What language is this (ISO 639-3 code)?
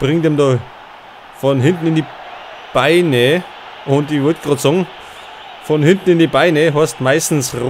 bar